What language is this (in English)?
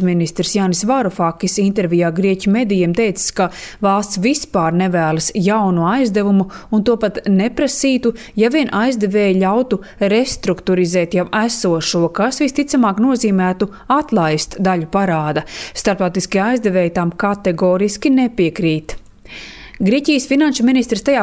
Latvian